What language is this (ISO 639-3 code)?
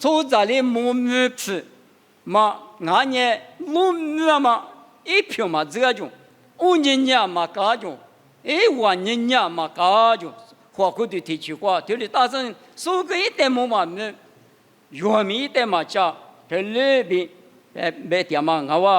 lis